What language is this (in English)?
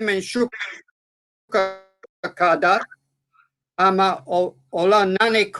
Balkan Romani